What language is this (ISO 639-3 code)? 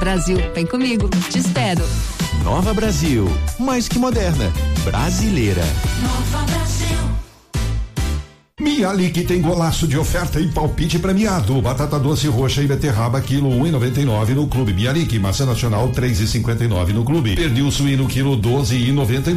por